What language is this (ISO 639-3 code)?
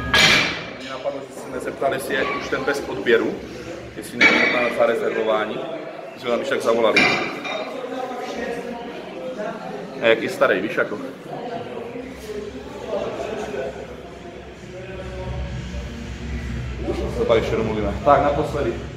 ces